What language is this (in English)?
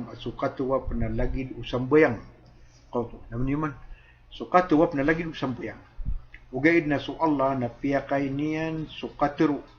Maranao